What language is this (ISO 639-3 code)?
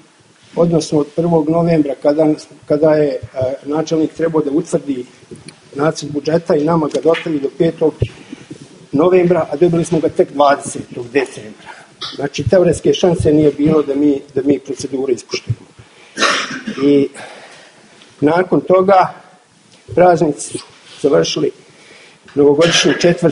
bos